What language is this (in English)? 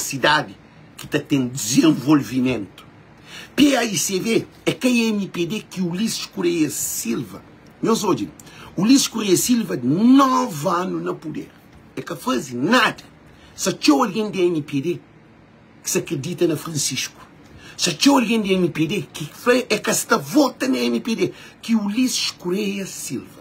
Kabuverdianu